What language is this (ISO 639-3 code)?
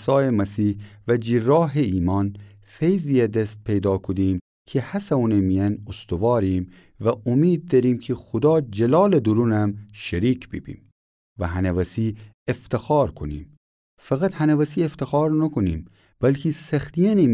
glk